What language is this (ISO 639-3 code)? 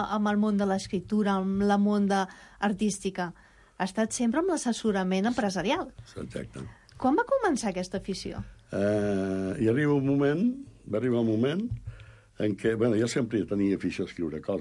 cat